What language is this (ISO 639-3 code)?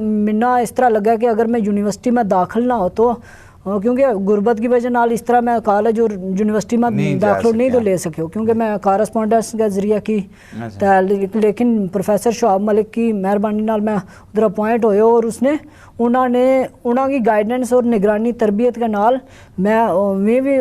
gju